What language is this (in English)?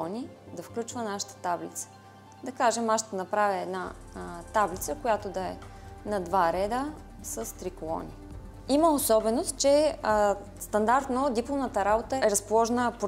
Bulgarian